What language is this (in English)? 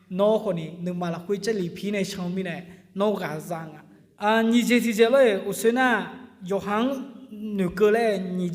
Akha